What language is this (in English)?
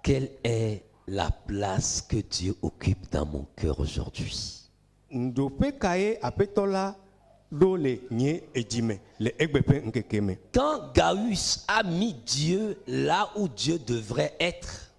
Ewe